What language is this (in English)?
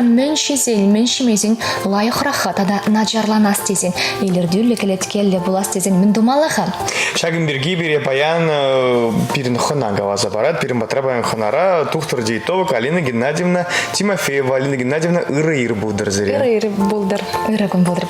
Chuvash